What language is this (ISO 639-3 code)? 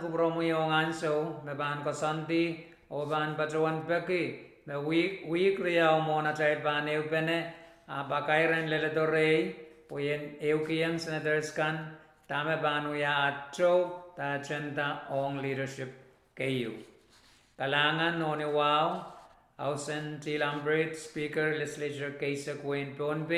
pon